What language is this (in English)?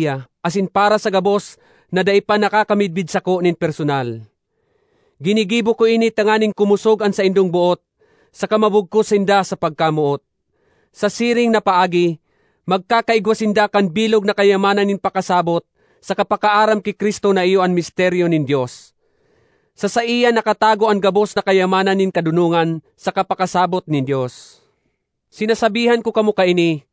Bikol